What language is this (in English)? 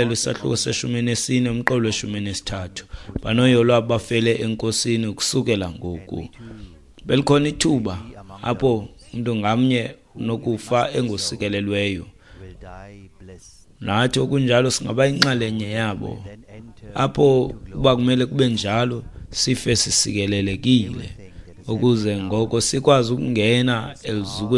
Xhosa